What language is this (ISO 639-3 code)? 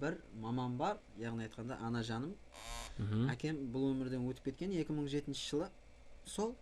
kaa